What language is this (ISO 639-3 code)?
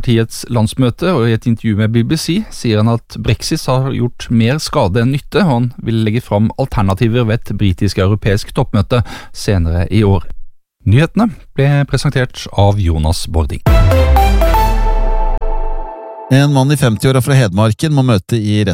nor